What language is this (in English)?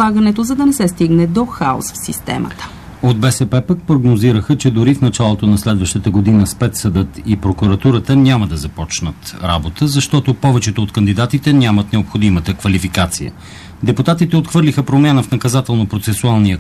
Bulgarian